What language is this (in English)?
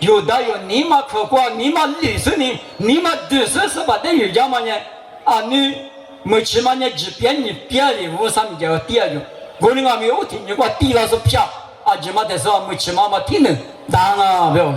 Lisu